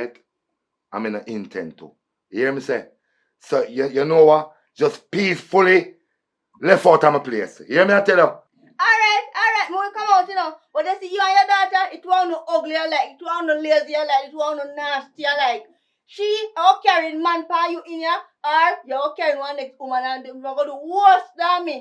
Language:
Jamaican Creole English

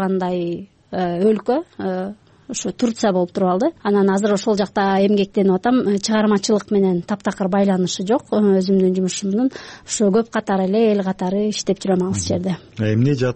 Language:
Kyrgyz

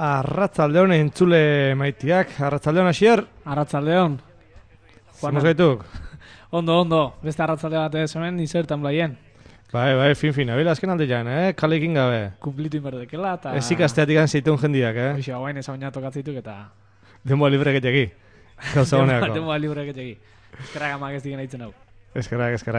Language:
Basque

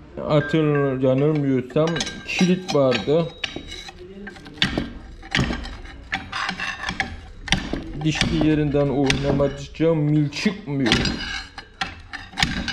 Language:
Turkish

